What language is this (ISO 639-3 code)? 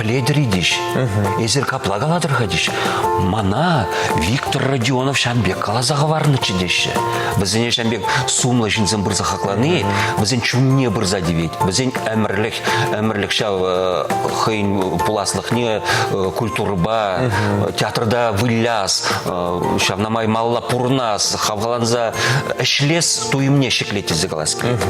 chv